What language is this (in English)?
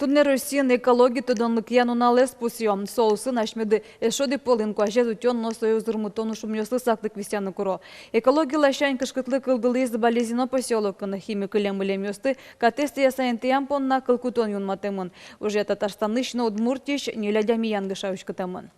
Udmurt